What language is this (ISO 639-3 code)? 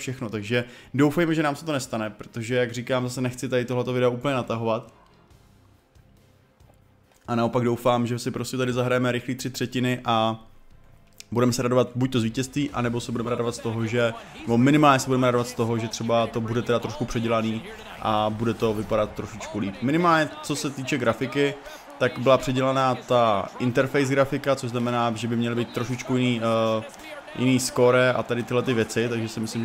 ces